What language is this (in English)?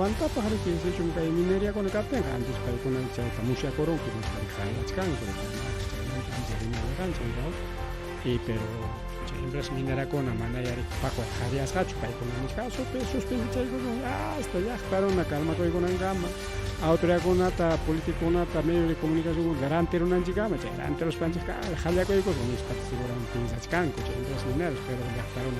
Ayacucho Quechua